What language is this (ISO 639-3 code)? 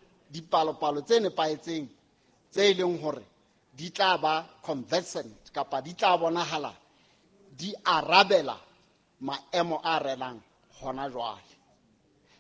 sot